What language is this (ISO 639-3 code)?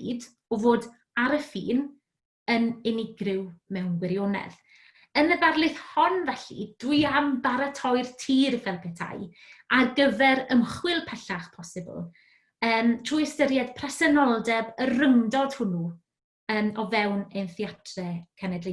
cym